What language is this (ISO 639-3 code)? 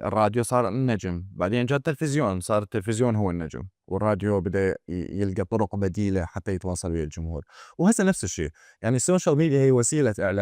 acm